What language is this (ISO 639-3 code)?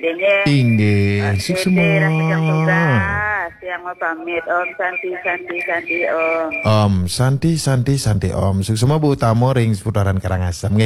ban